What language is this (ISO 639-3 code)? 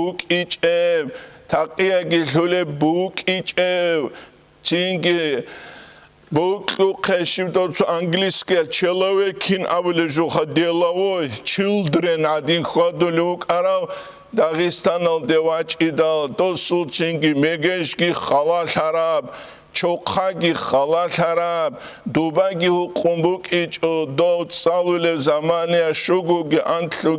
ava